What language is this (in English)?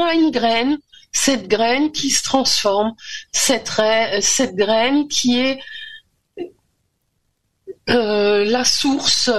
French